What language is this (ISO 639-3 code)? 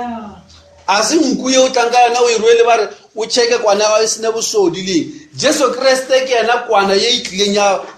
nso